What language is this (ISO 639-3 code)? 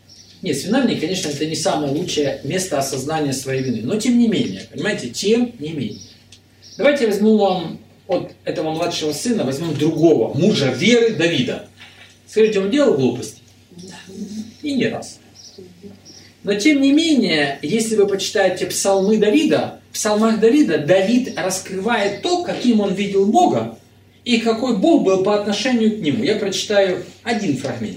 rus